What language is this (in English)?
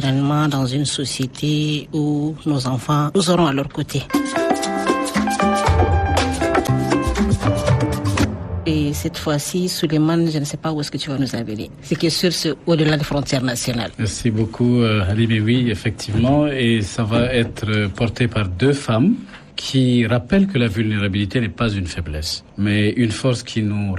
French